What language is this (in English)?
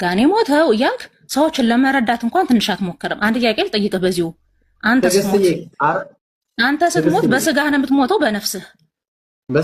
Amharic